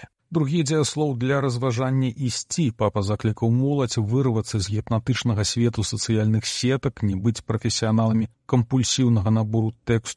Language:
Belarusian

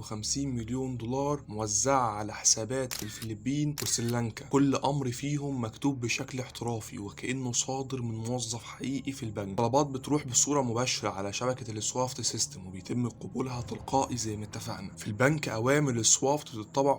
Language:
Egyptian Arabic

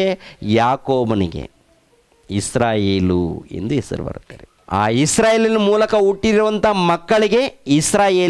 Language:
Kannada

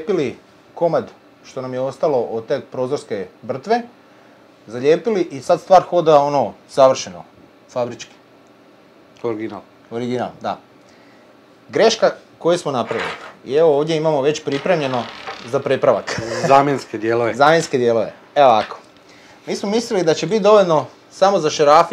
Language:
Croatian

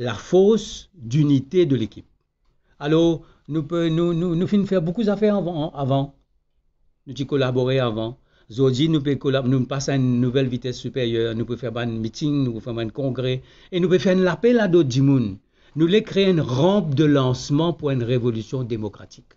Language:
Morisyen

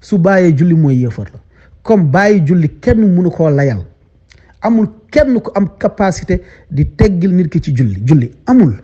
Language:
Wolof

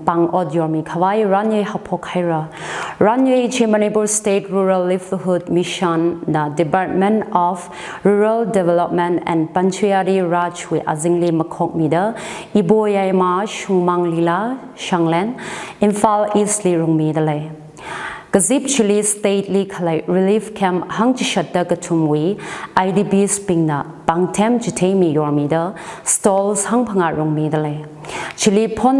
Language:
Tangkhul Naga (India)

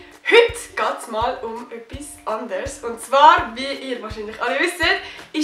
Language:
Swiss German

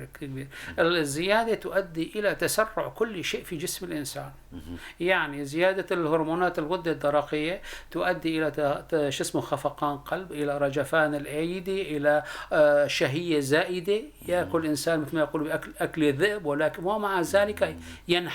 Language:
North Levantine Arabic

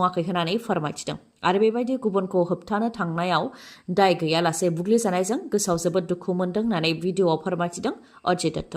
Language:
Bodo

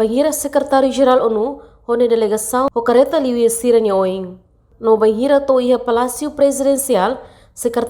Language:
Tetum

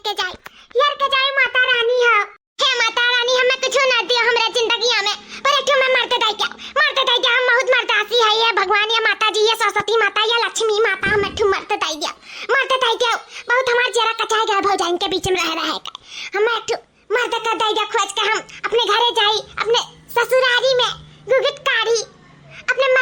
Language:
Awadhi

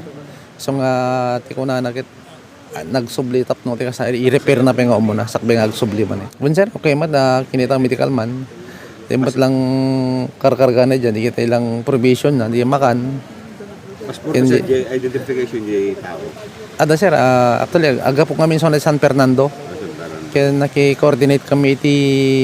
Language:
Iloko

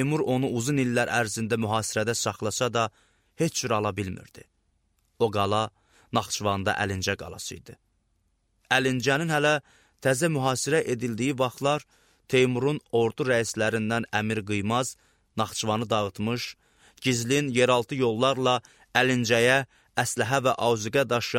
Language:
Azerbaijani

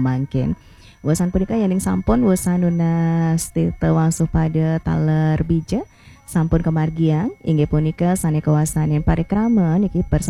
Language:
Balinese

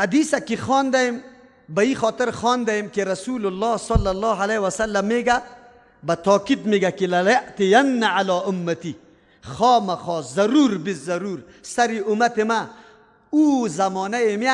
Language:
Persian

